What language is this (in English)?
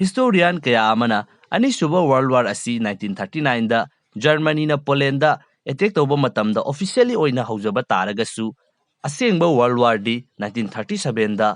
Manipuri